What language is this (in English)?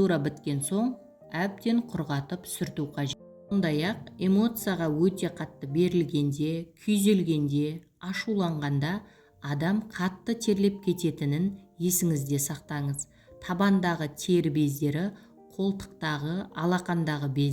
Kazakh